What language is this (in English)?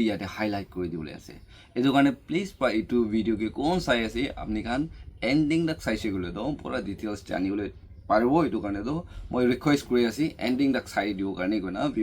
Naga Pidgin